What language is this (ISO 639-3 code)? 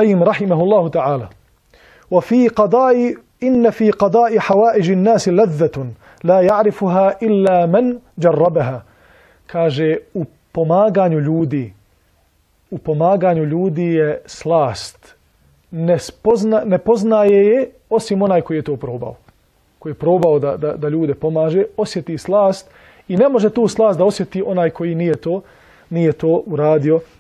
bos